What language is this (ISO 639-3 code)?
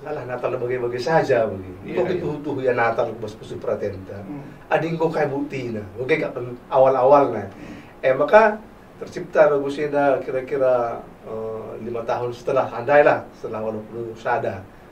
btx